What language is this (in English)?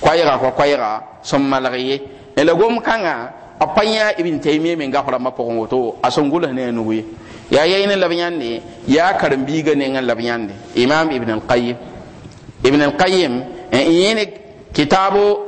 Mossi